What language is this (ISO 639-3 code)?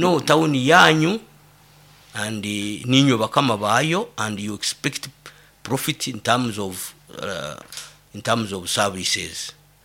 nyo